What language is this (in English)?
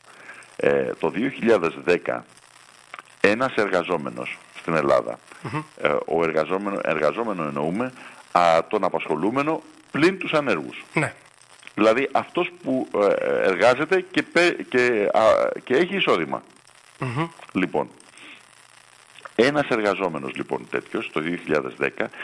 Greek